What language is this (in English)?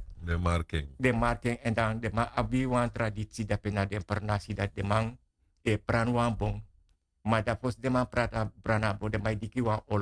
Sranan Tongo